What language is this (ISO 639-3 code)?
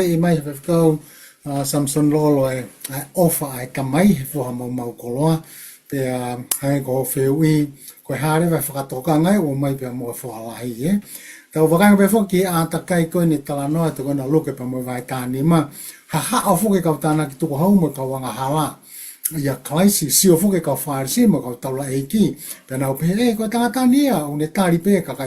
ton